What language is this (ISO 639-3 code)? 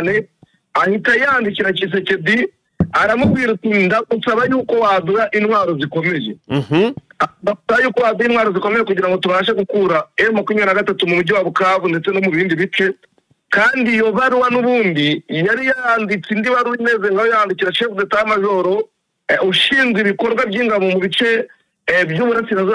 kin